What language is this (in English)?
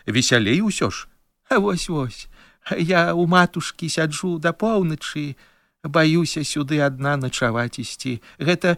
Belarusian